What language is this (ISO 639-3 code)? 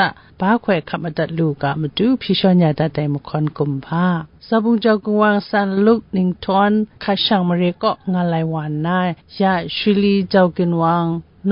kac